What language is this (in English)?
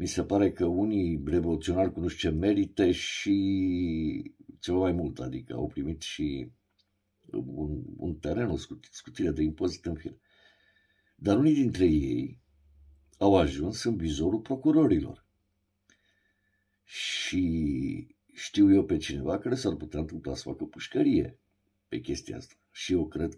Romanian